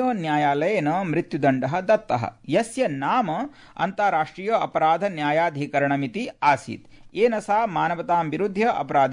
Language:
Sanskrit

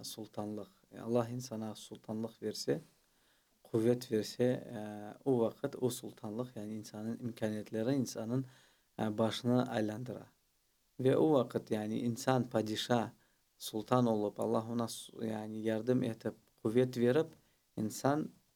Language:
Crimean Tatar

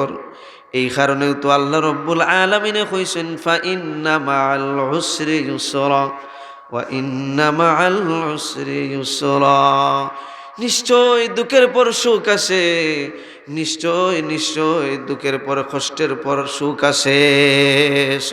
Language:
Sylheti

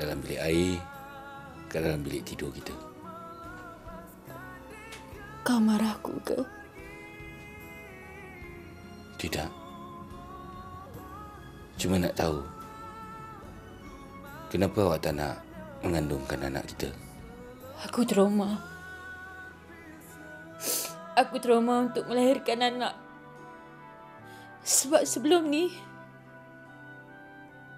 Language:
Malay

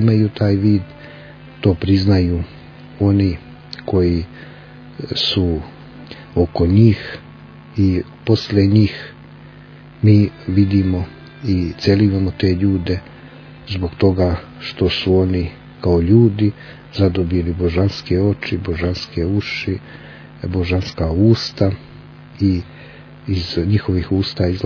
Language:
Serbian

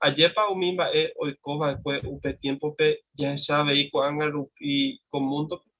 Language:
Guarani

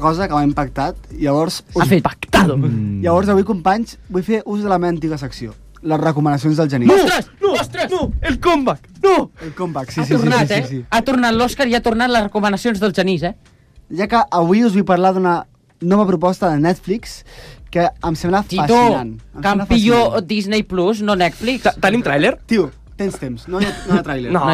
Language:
Catalan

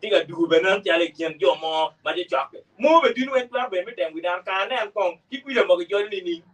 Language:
Acoli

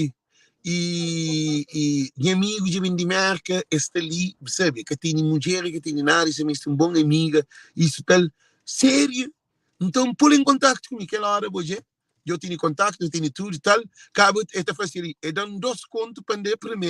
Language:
Kabuverdianu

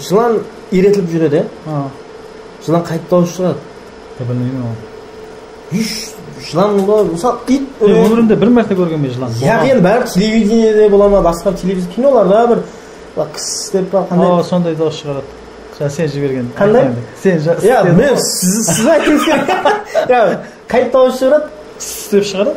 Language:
Kara-Kalpak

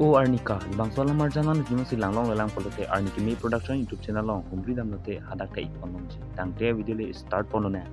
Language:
Karbi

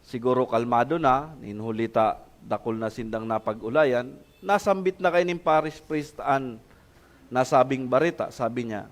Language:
Bikol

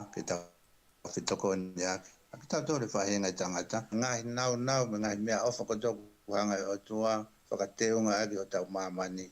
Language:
Tongan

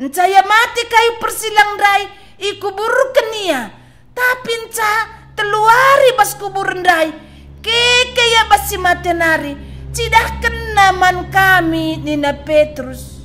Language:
Batak Karo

